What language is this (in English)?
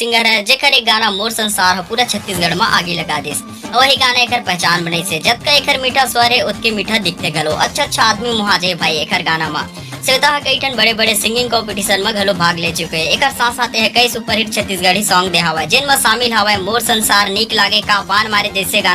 Chhattisgarhi